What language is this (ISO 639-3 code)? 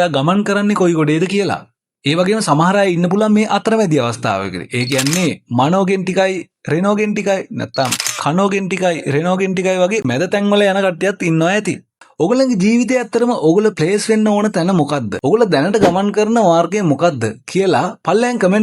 sin